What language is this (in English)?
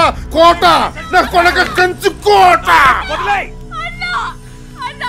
Telugu